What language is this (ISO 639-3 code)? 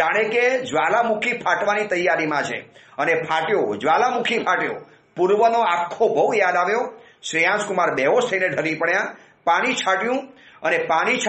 guj